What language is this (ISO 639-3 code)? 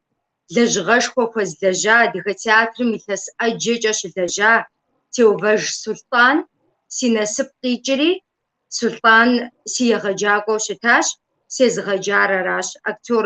kbd